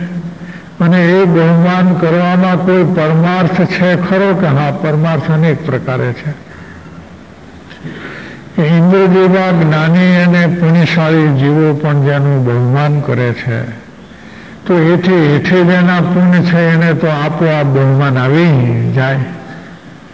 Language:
Gujarati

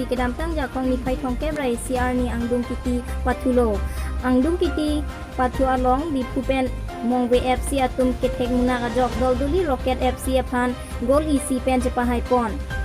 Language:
Karbi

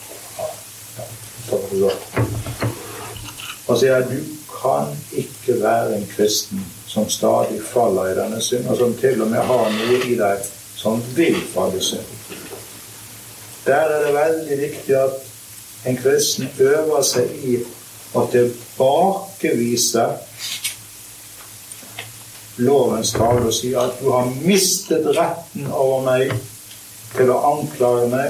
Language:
Norwegian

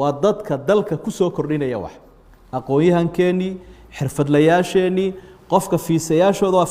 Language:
Somali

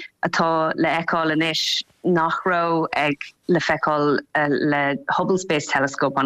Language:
Irish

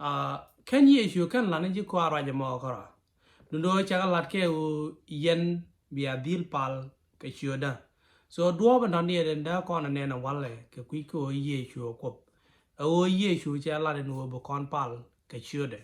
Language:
Nuer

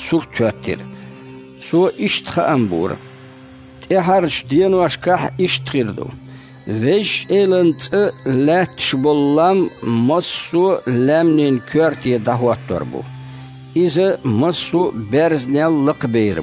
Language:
Chechen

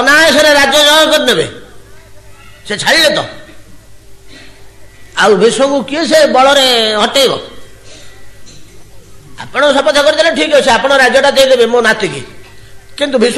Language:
Odia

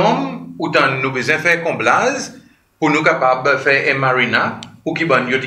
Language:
Seselwa Creole French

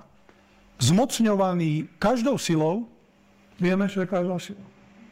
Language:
Slovak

